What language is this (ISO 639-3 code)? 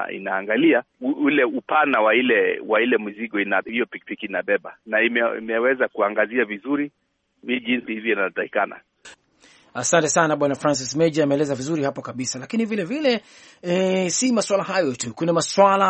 swa